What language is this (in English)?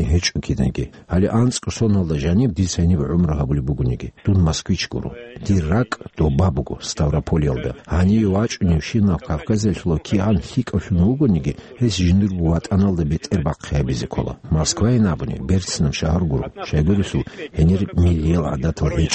Avaric